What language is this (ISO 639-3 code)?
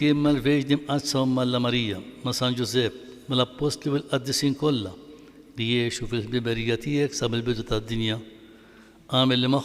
mlt